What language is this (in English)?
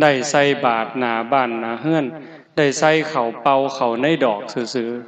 Northeastern Thai